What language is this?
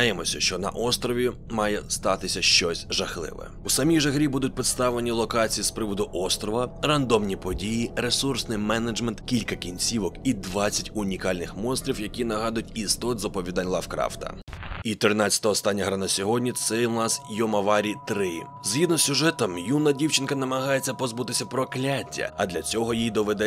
Ukrainian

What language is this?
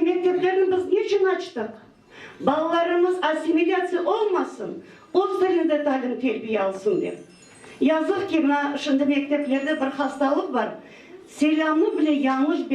Crimean Tatar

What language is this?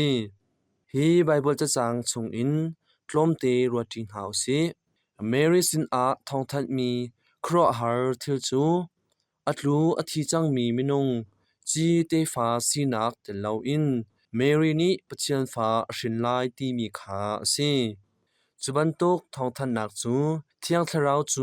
Hakha Chin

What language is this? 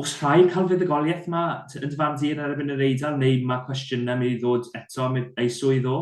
Welsh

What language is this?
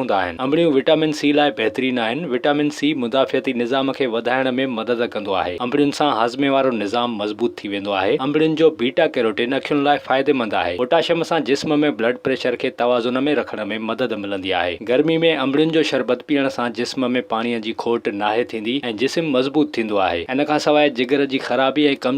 Sindhi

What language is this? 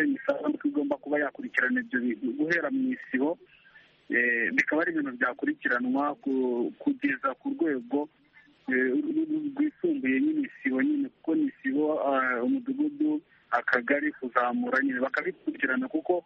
Kinyarwanda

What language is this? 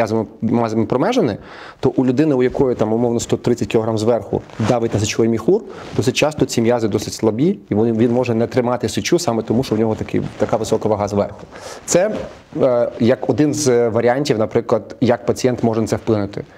Ukrainian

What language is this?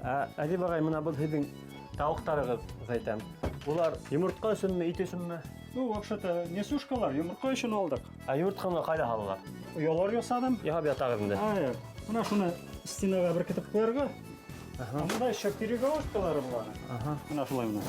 Bashkir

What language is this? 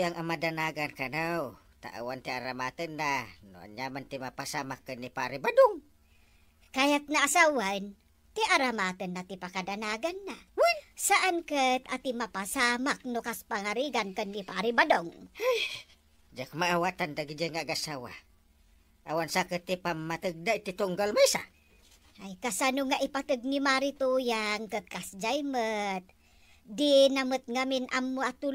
Iloko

